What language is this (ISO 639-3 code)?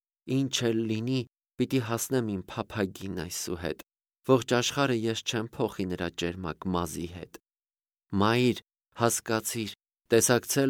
hye